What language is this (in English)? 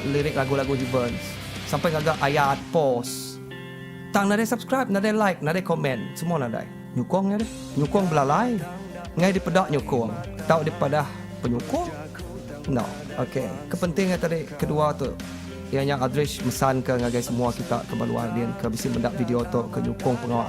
Iban